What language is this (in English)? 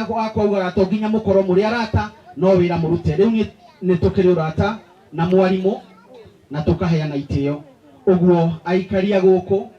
Kikuyu